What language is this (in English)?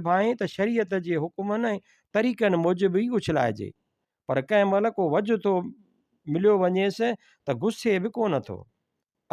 Sindhi